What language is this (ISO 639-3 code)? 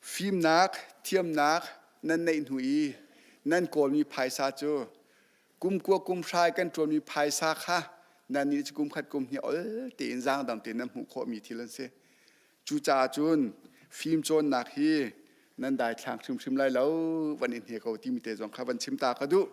cnh